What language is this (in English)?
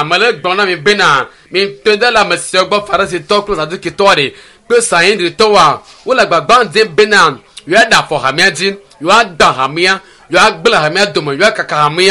Ewe